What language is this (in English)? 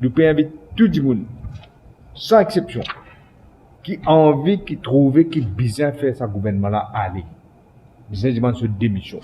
Morisyen